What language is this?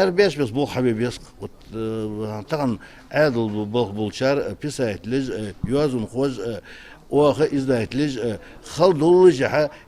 Ingush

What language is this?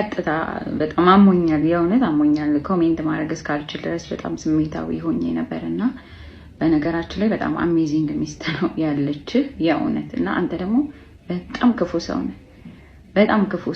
Amharic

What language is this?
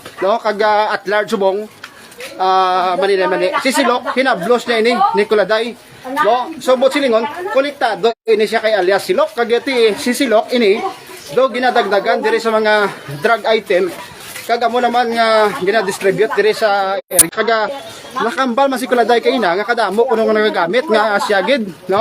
Hiligaynon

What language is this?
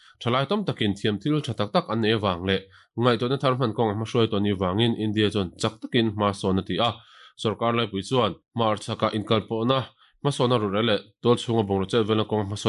Mizo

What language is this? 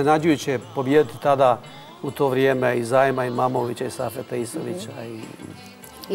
Serbian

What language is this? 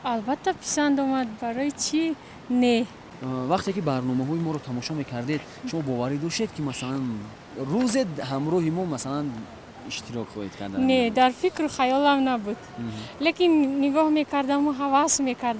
Tajik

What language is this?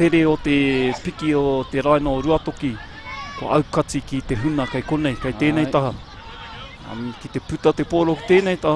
Māori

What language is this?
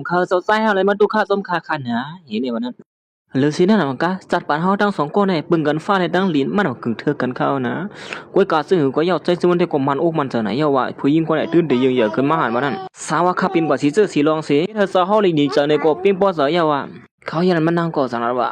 Shan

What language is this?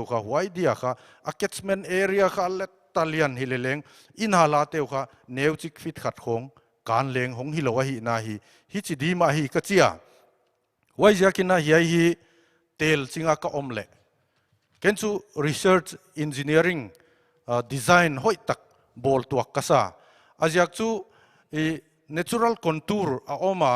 Paite Chin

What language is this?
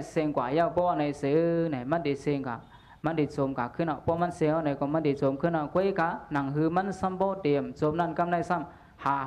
Shan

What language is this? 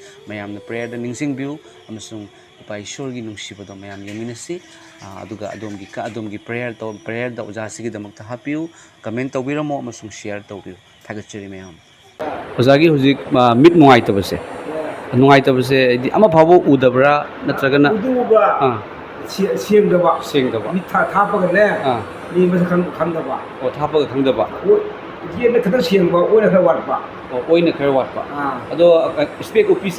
Manipuri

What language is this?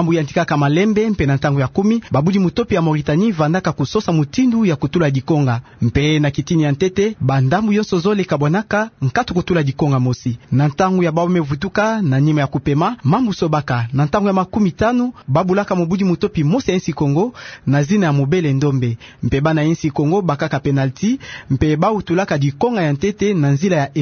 Kituba (Democratic Republic of Congo)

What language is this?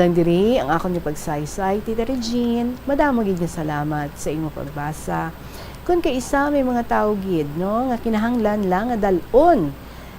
Hiligaynon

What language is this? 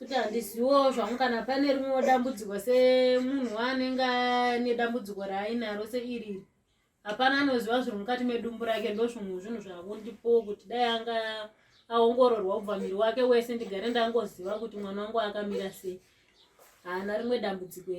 Shona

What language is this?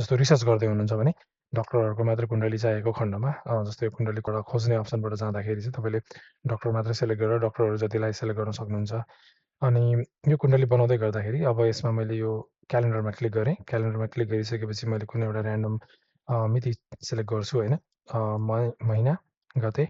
Nepali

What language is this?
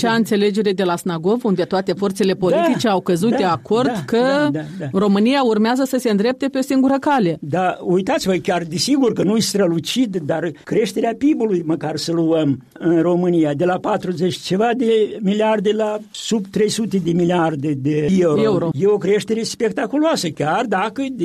Romanian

